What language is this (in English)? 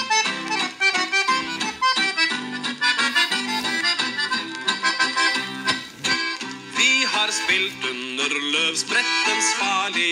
Norwegian